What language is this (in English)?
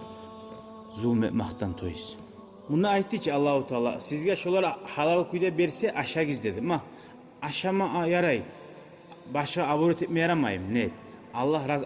Kumyk